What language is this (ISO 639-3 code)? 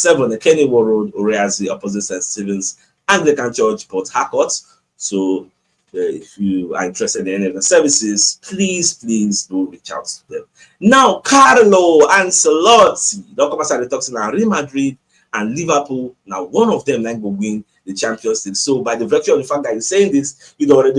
pcm